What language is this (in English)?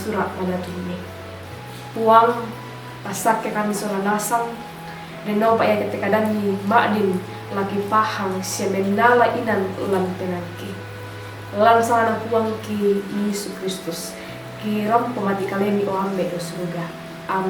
Toraja-Sa'dan